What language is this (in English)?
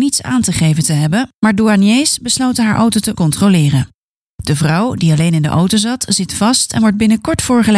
Dutch